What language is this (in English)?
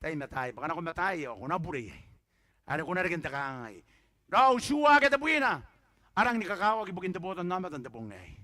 Gilbertese